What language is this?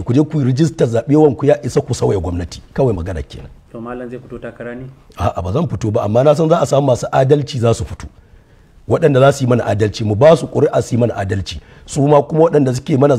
Hausa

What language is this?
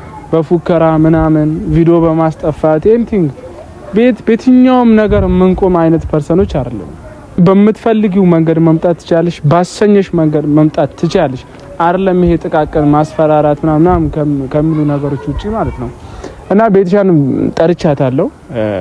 Amharic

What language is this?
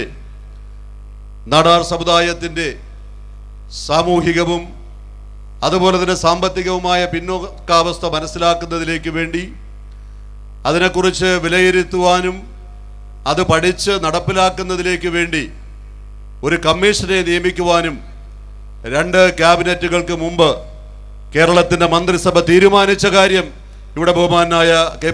Malayalam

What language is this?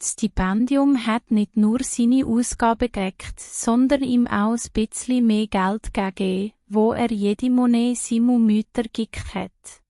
Swiss German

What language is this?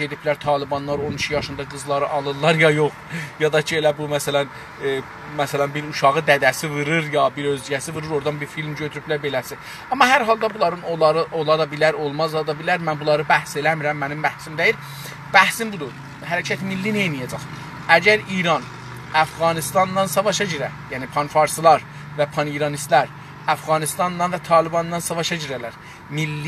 South Azerbaijani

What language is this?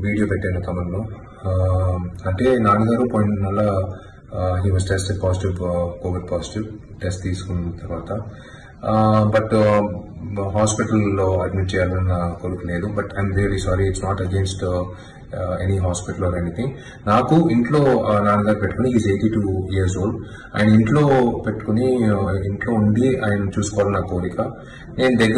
Telugu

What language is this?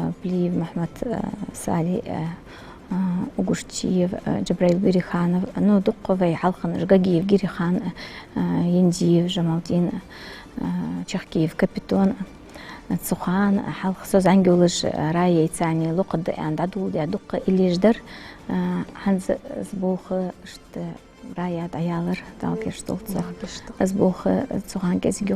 Ingush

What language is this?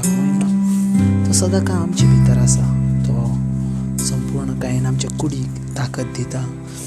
Konkani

